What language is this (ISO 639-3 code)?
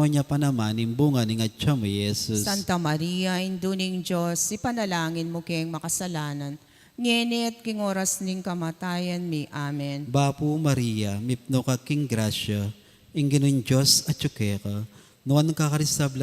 pam